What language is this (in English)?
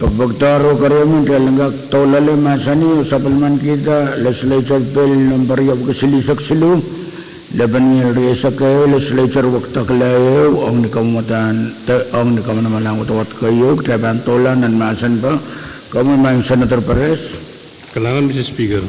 Pohnpeian